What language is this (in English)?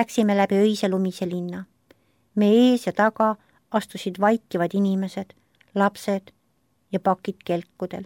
Estonian